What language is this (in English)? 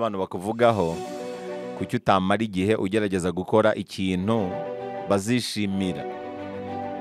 Kinyarwanda